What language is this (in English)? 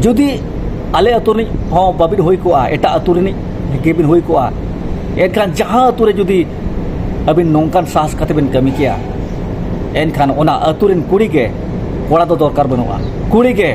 Santali